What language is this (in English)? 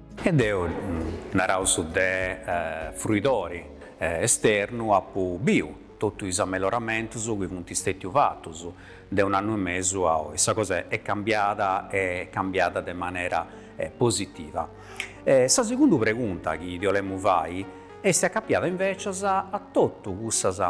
Sardinian